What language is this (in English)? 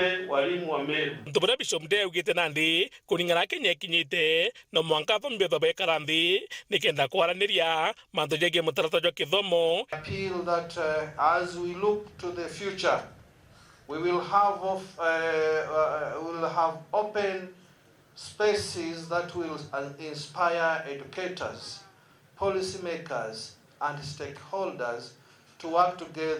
Meru